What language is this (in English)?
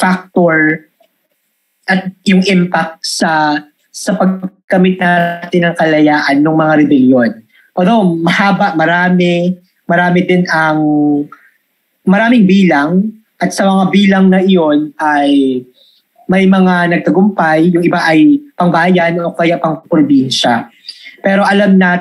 Filipino